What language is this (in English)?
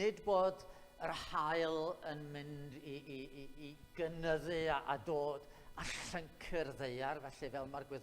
Welsh